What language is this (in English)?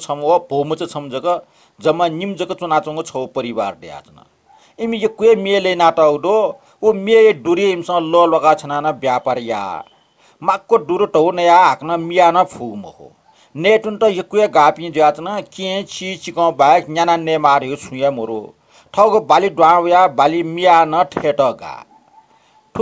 Newari